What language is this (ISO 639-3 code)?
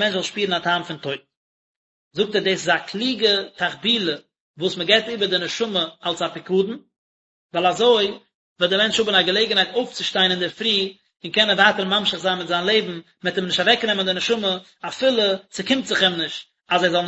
yid